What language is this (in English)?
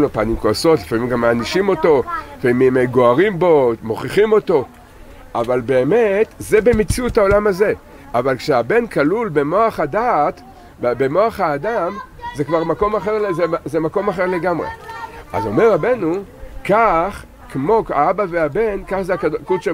Hebrew